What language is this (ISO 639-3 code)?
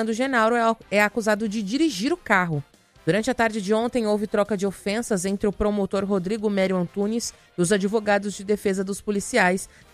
por